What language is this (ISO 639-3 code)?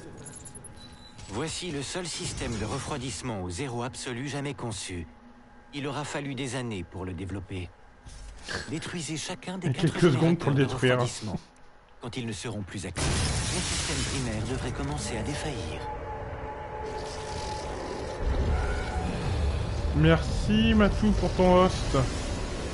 fra